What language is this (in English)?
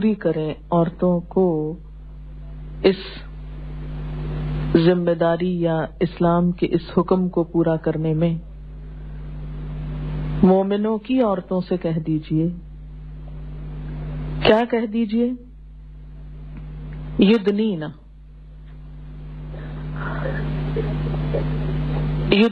Urdu